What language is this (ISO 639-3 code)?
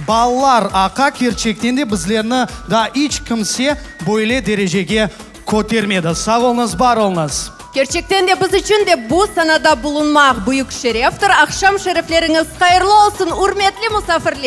crh